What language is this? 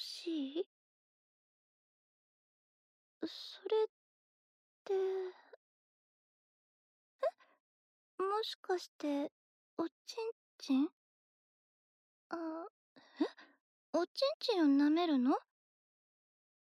Japanese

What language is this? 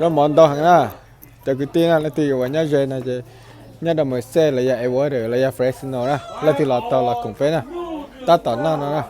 Hmong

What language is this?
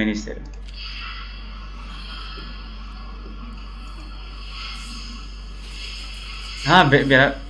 Turkish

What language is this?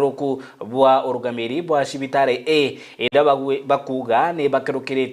Meru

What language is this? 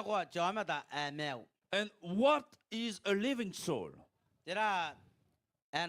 Gilbertese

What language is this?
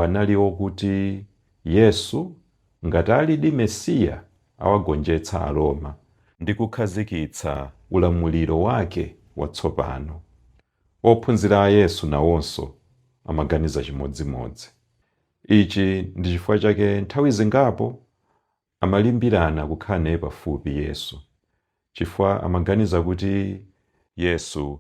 Nyanja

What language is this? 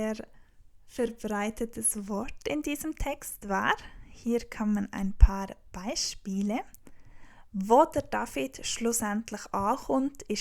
Swiss German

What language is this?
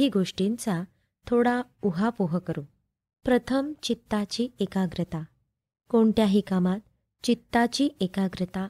Marathi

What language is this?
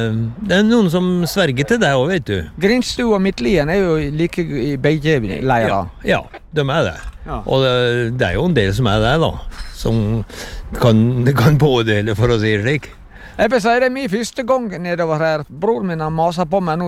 Norwegian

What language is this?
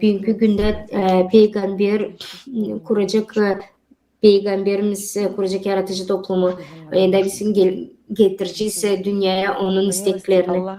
Gagauz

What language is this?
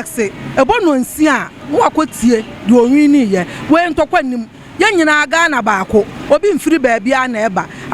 Akan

